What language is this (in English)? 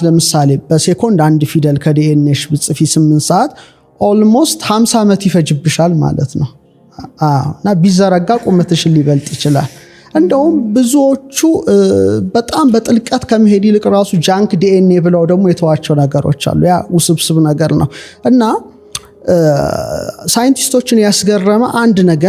Amharic